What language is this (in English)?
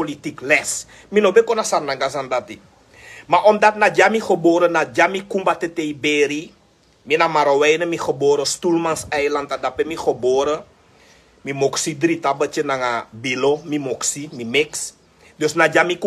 Sranan Tongo